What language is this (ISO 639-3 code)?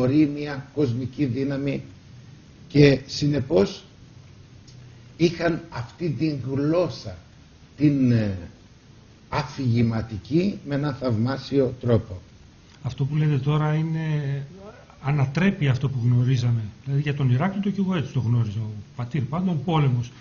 ell